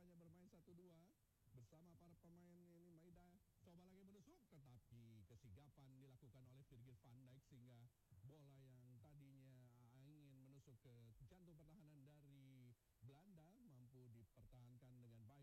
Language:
Indonesian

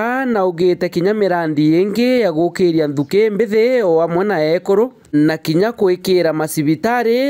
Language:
Meru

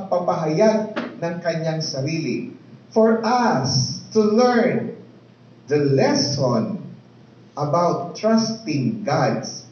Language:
Filipino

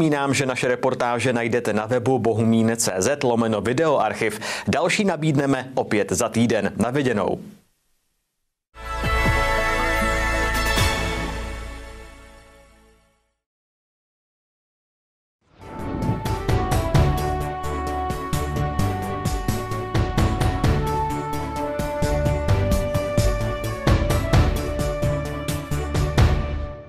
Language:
Czech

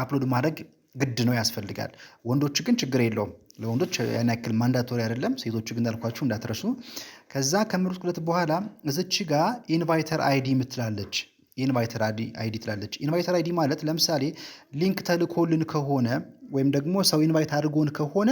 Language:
Amharic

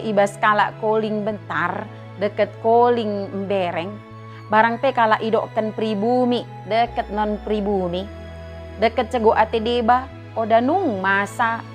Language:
Batak Dairi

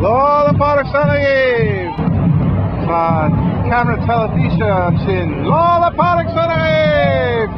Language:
Irish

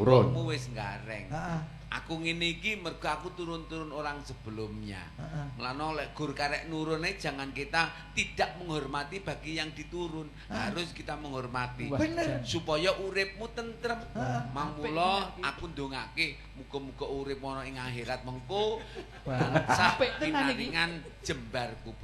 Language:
Javanese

